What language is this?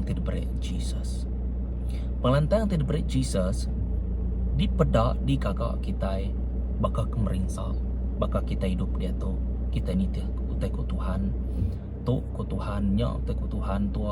Iban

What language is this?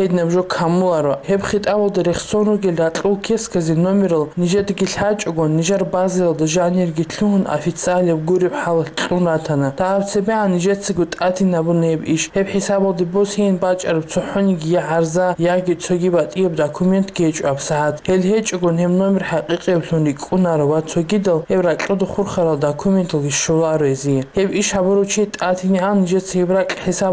Avaric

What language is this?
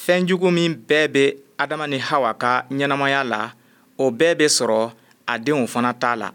Bambara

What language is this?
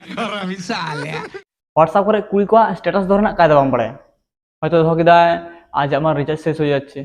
Santali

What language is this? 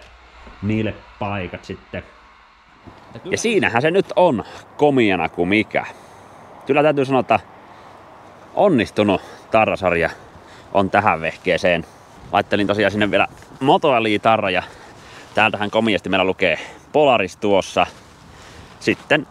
Finnish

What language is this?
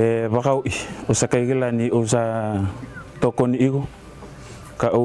Fijian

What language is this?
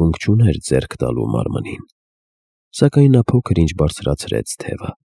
Armenian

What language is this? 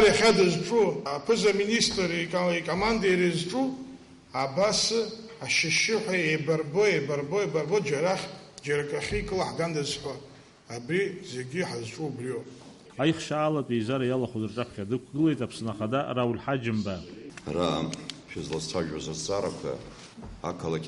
Abkhazian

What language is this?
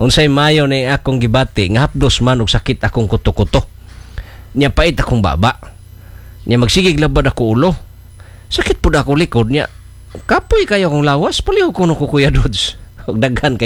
Cebuano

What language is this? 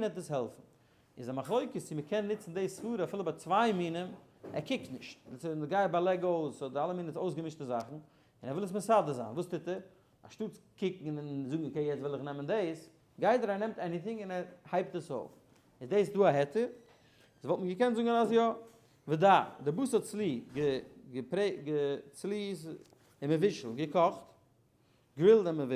Yiddish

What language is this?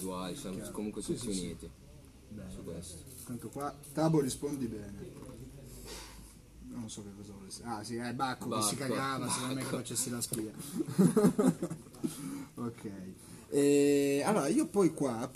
Italian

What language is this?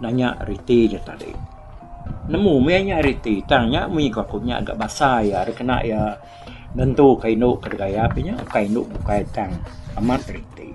Iban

